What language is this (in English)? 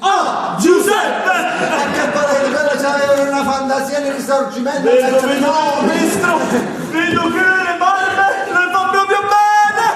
Neapolitan